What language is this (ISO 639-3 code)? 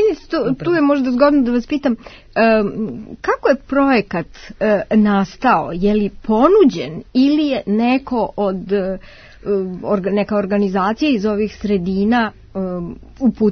srp